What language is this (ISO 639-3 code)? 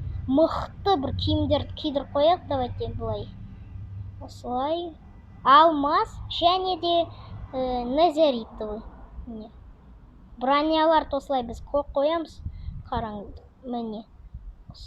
kaz